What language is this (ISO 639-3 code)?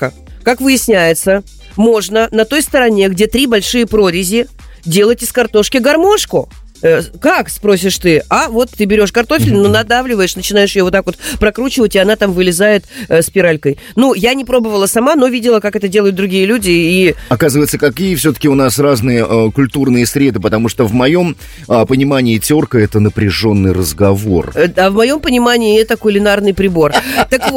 rus